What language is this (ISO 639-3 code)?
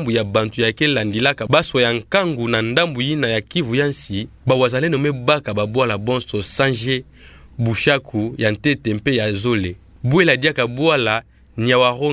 ktu